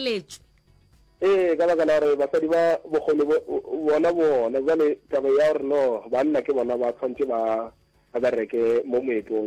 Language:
Northern Sotho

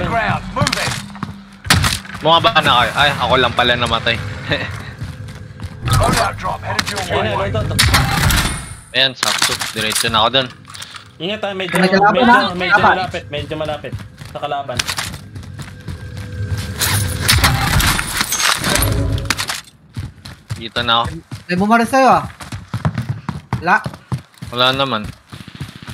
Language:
Filipino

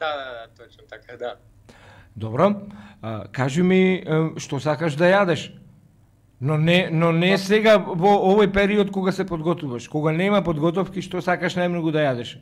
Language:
Macedonian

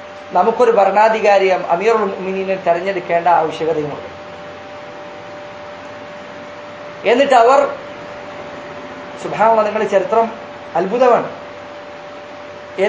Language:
Malayalam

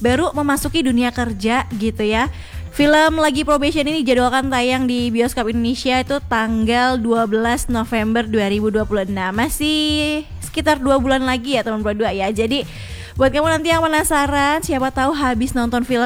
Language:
Indonesian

